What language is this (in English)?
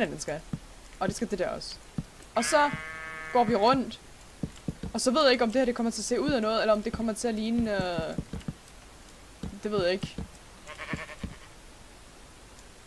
Danish